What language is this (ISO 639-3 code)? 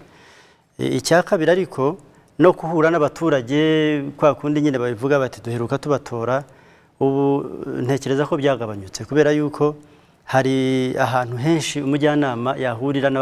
kin